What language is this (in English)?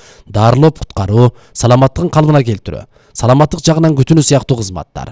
Kyrgyz